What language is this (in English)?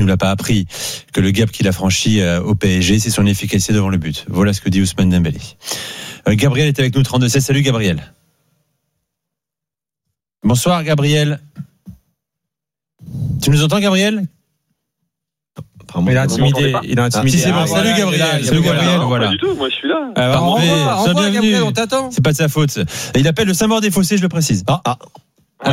French